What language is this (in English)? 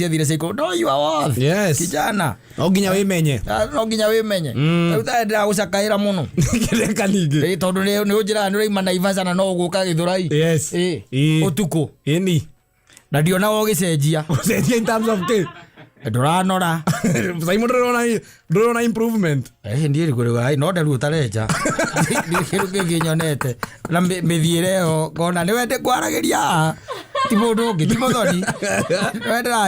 Kikuyu